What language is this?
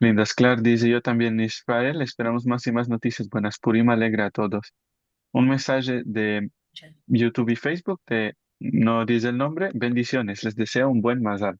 Ladino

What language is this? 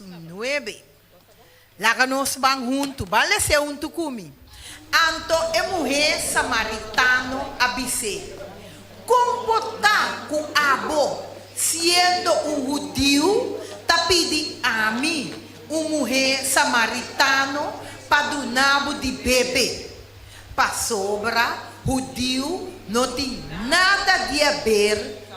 Papiamento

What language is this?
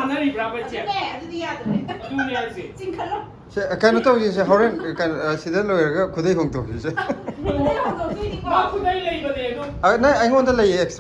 Manipuri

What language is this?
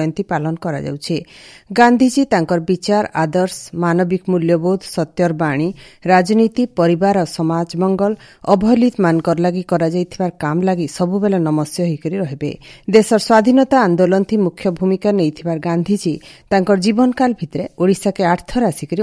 Odia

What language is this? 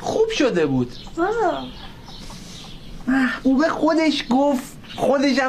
Persian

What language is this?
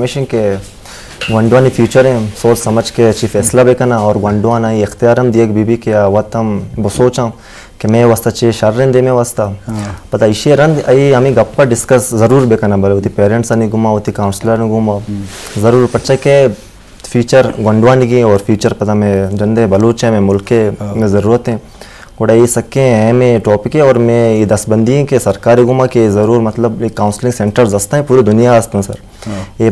Baluchi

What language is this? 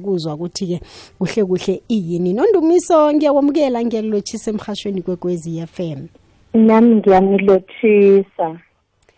South Ndebele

